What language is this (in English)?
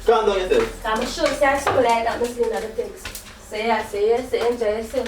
Jamaican Creole English